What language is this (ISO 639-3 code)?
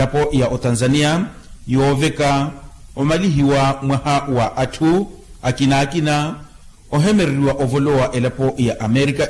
vmw